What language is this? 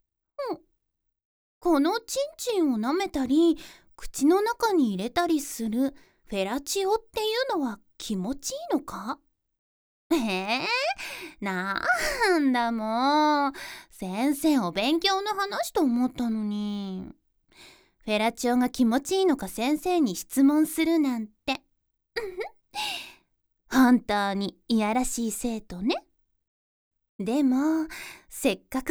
Japanese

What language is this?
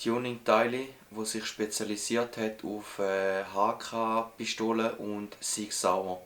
Swiss German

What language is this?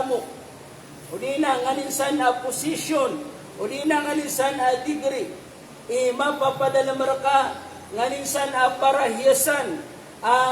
Maranao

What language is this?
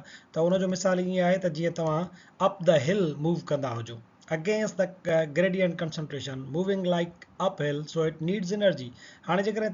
Sindhi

